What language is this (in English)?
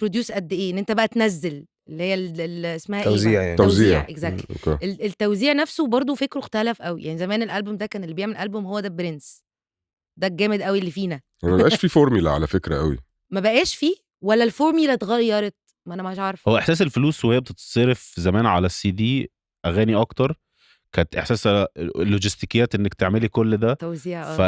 Egyptian Arabic